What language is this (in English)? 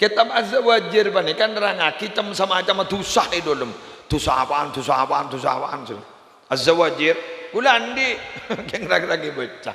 Madurese